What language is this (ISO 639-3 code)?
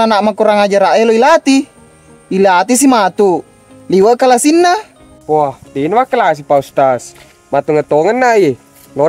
bug